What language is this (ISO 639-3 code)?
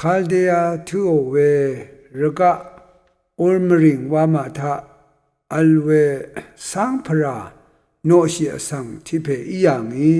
raw